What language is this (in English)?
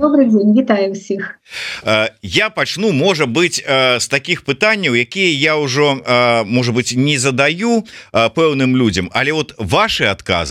Belarusian